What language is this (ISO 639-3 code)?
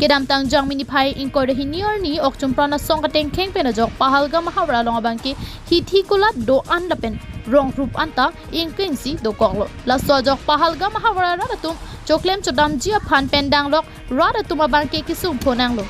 mjw